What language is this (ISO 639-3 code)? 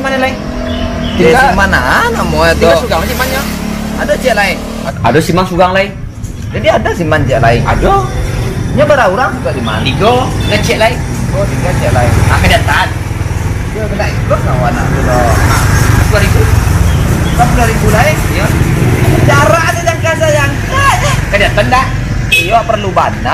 min